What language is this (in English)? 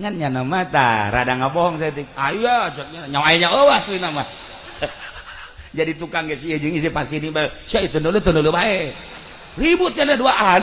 Sundanese